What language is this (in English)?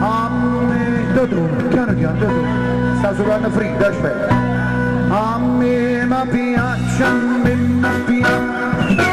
Neapolitan